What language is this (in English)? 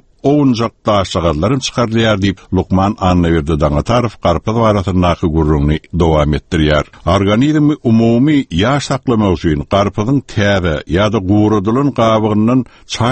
Turkmen